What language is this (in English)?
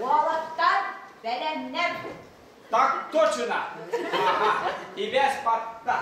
Yakut